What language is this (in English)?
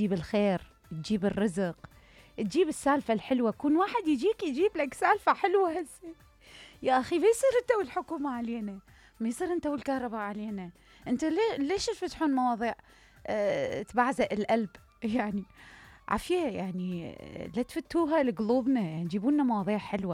Mesopotamian Arabic